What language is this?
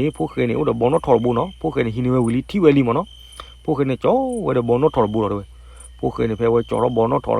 S'gaw Karen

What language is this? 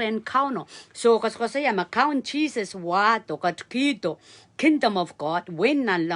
Pohnpeian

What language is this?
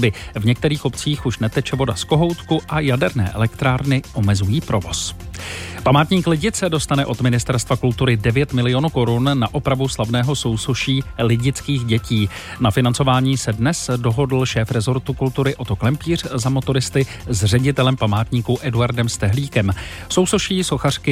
Czech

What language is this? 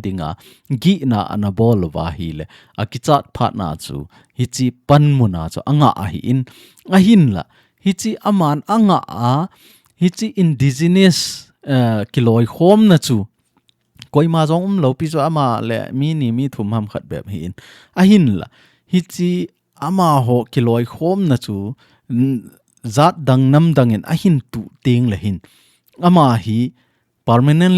Thado Chin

